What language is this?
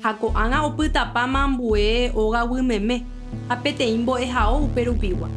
Guarani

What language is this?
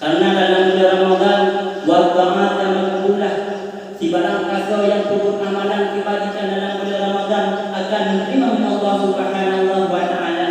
Achinese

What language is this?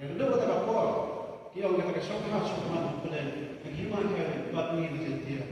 Khasi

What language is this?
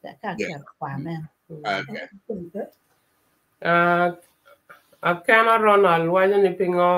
Acoli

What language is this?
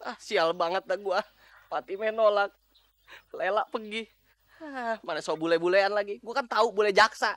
Betawi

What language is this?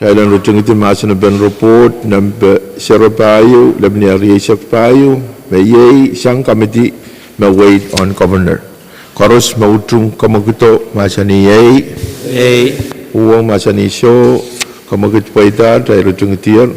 Pohnpeian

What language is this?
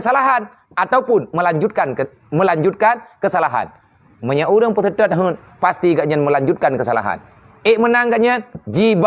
Achinese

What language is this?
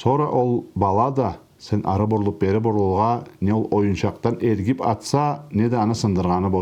Karachay-Balkar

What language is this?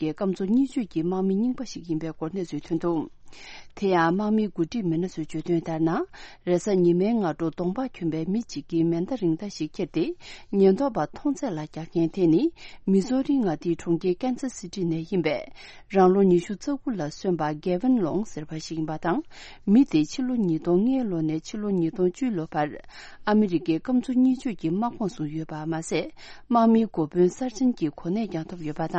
Tibetan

